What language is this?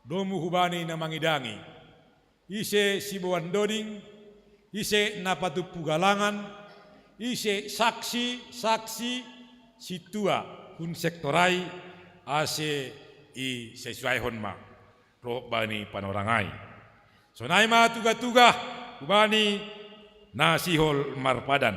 Batak Simalungun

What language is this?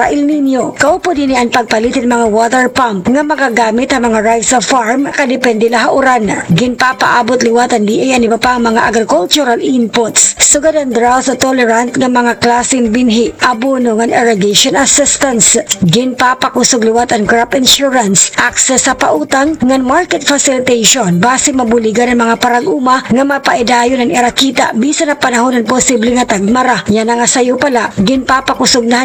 Waray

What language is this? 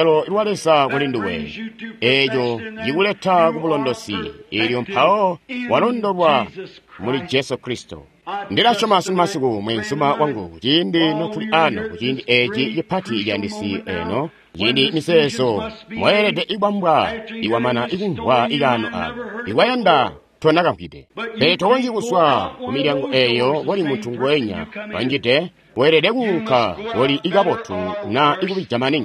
Tonga (Zambia)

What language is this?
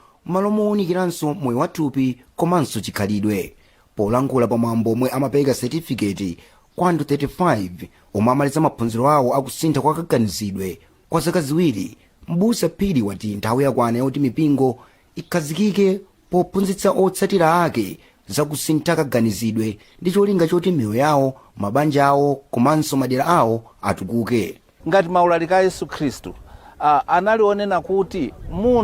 Nyanja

